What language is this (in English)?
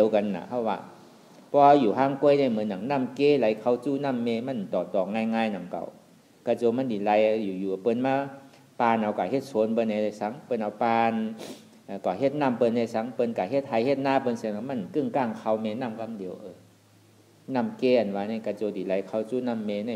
Shan